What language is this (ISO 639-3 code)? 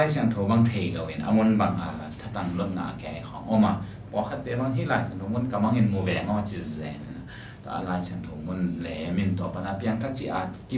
ctd